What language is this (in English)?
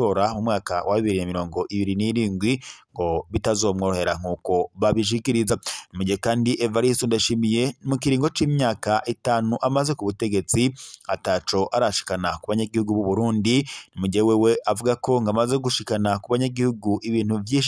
Rundi